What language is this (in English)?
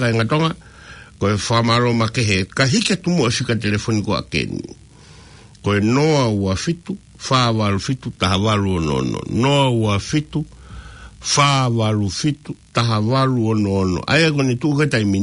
Tongan